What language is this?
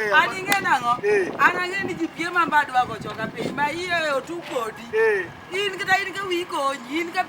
Luo (Kenya and Tanzania)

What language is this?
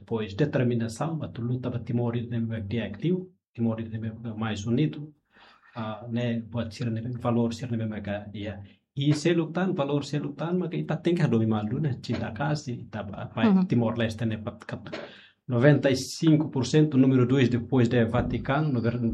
Tetum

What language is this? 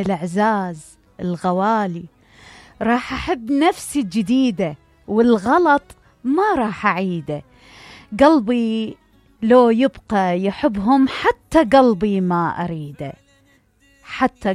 Mesopotamian Arabic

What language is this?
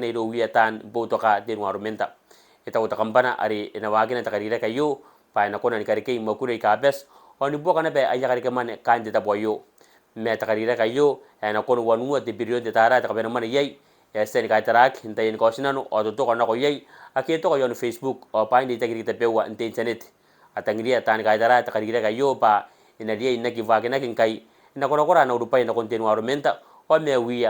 Gilbertese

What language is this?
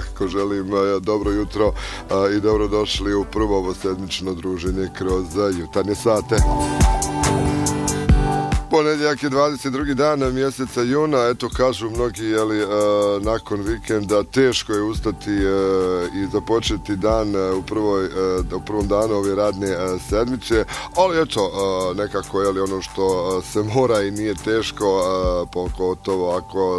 Bosnian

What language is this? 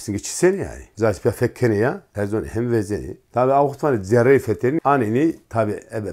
Zaza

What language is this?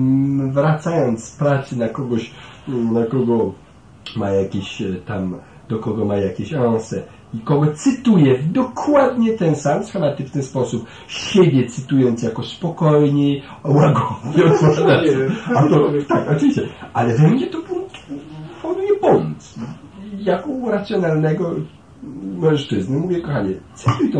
Polish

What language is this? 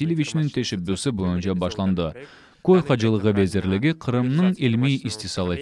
Crimean Tatar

